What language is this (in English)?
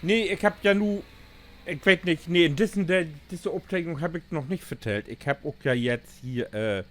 Low German